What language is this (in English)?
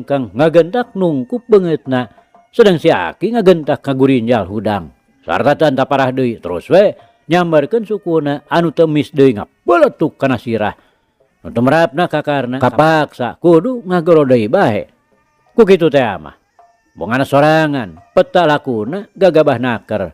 Sundanese